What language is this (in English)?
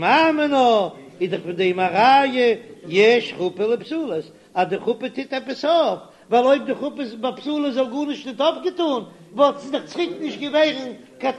Yiddish